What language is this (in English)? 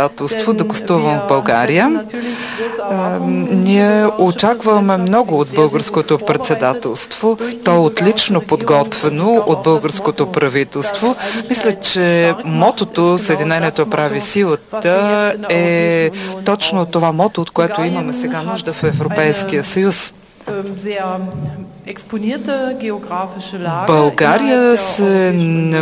Bulgarian